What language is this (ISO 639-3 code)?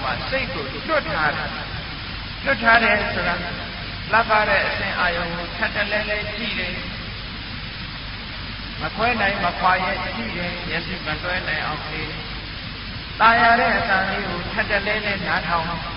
mya